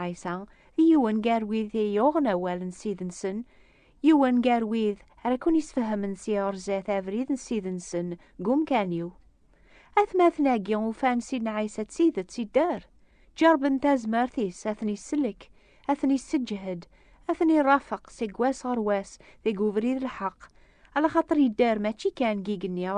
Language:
Kabyle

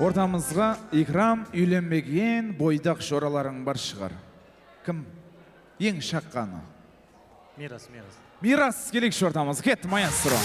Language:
Kara-Kalpak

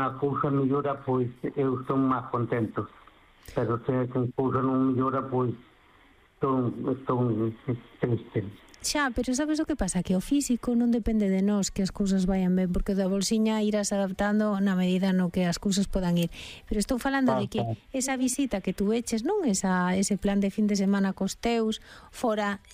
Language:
Galician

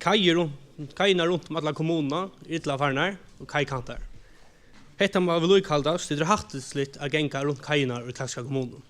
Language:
Faroese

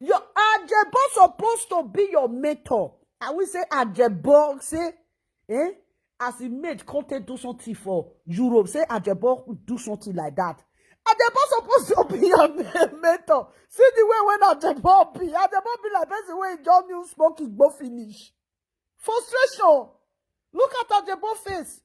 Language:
Nigerian Pidgin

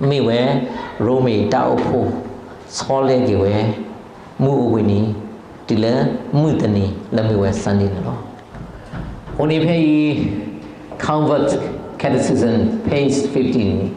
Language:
S'gaw Karen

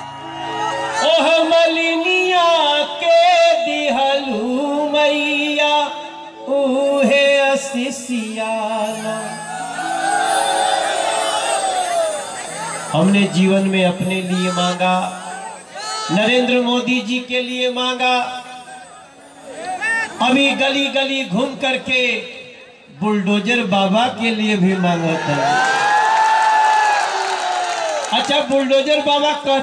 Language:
Hindi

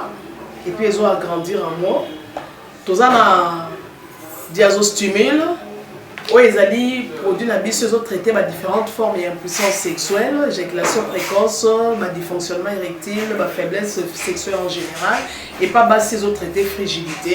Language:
Lingala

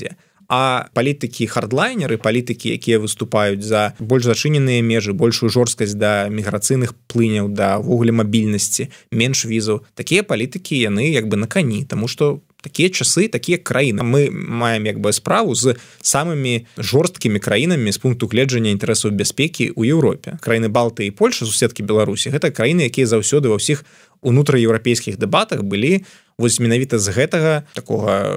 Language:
Belarusian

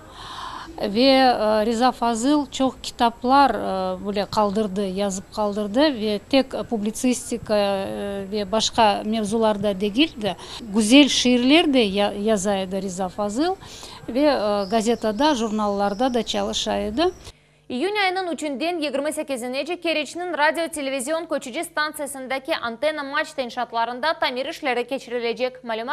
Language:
Crimean Tatar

